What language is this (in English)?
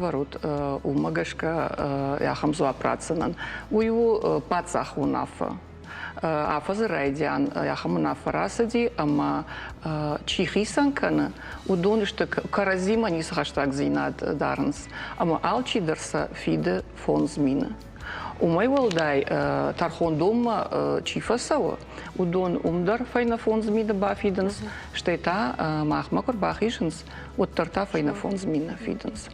Ossetic